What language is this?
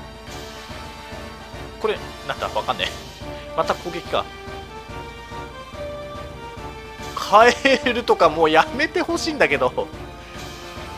Japanese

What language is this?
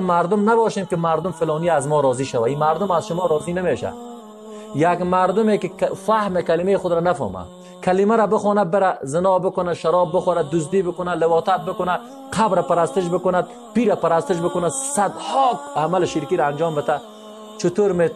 Persian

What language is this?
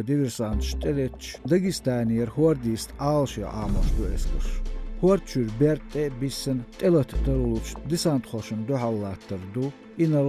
Chechen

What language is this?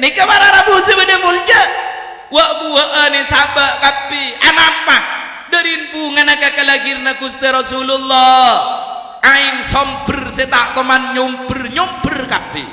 Madurese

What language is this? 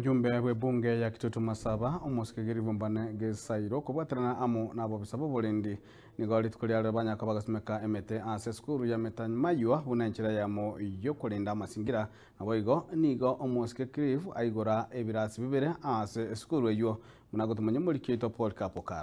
Gusii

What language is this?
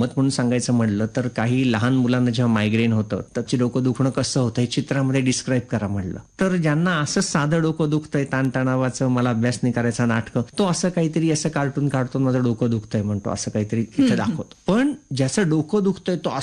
Marathi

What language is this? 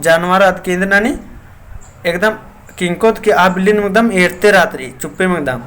Kurukh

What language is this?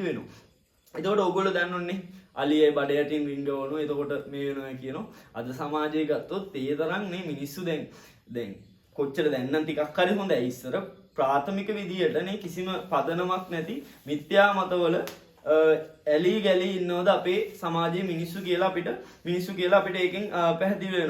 Sinhala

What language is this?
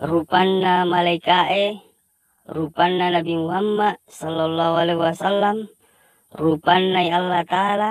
Buginese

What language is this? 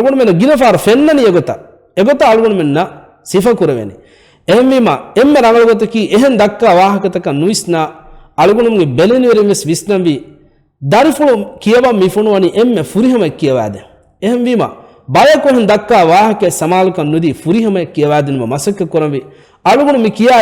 Divehi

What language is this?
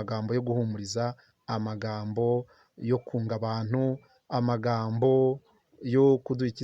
Kinyarwanda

